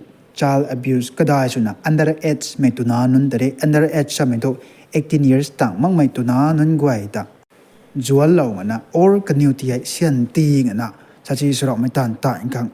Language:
Rongmei Naga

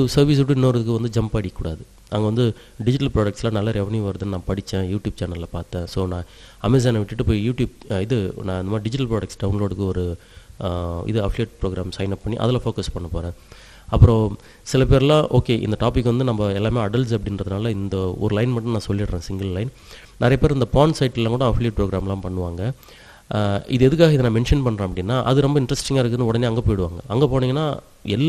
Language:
Tamil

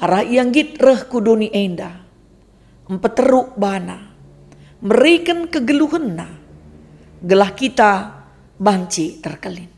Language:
Batak Karo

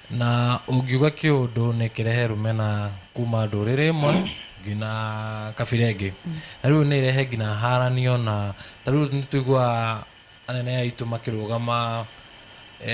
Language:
Kikuyu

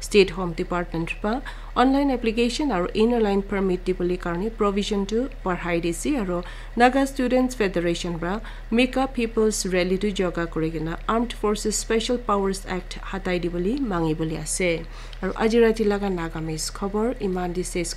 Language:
Naga Pidgin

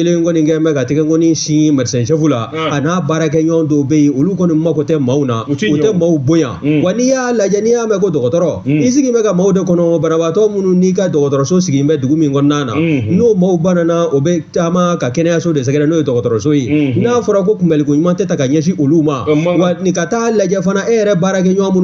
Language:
Bambara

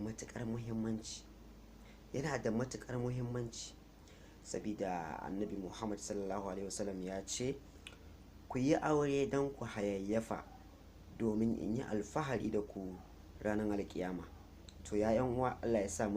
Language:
Hausa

